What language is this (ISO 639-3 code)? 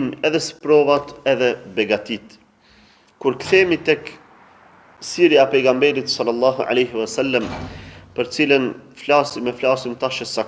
sqi